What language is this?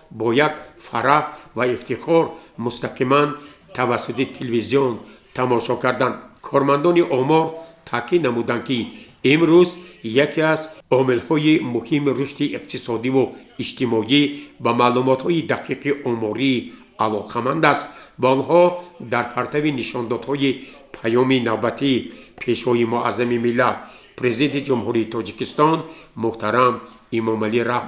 Tajik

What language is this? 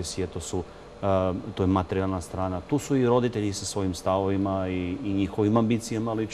Serbian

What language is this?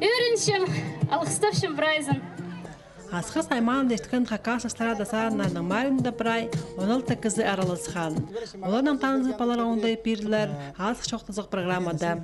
Khakas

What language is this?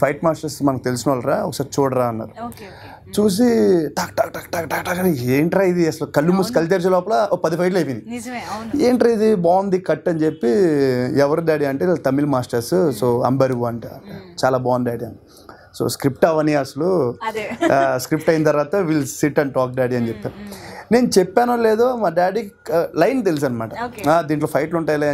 Telugu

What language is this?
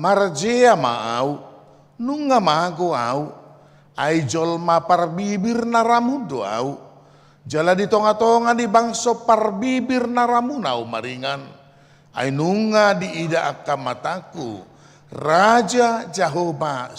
Batak Toba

